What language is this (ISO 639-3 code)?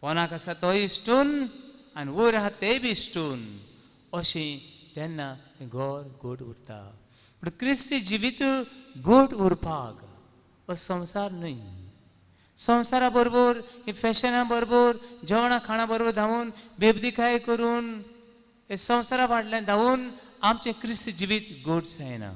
kok